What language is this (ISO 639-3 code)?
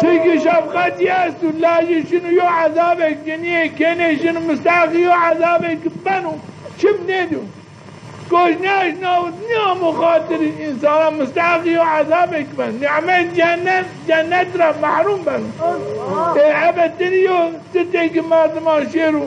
zza